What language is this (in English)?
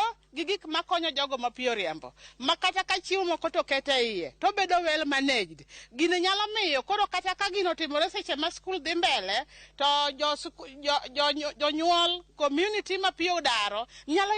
Luo (Kenya and Tanzania)